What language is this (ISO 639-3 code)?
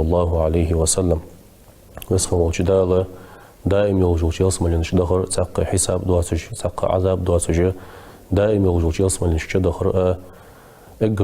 inh